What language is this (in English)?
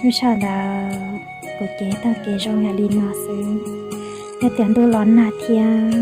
Hmong